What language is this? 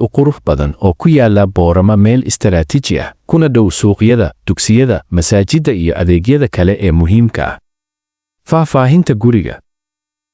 Somali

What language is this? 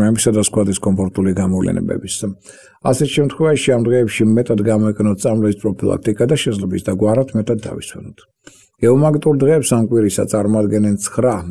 Georgian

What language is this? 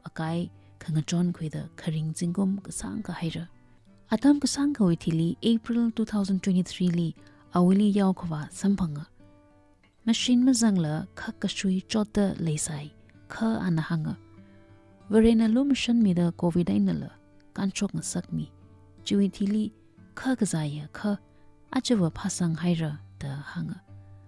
Tangkhul Naga (India)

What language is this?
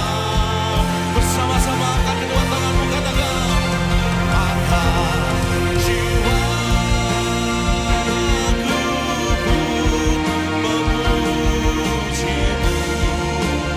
Indonesian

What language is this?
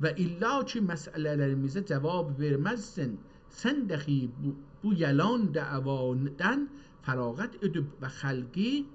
South Azerbaijani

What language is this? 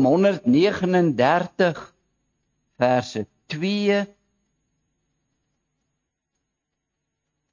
Afrikaans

